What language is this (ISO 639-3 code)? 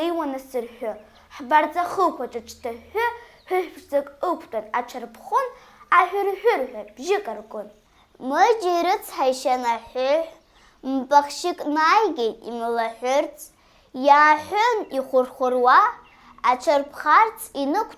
abk